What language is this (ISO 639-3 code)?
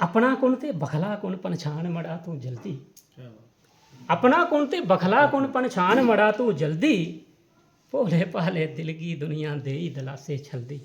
doi